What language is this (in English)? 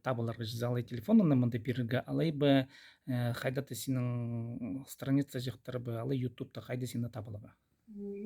Khakas